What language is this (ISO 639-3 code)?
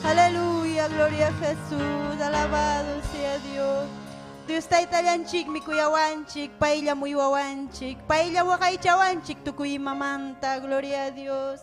quy